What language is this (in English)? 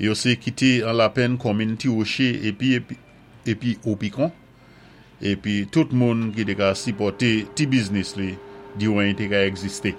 Saint Lucian Creole French